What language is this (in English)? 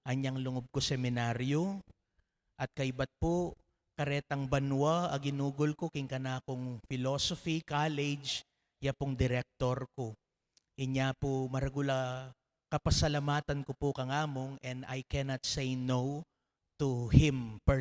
Pampanga